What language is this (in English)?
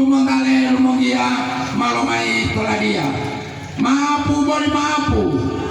Gorontalo